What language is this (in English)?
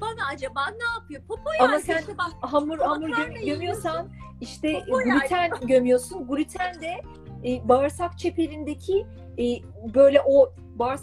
Turkish